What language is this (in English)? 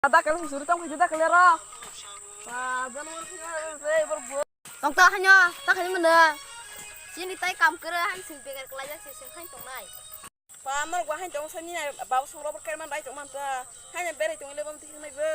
Kok Borok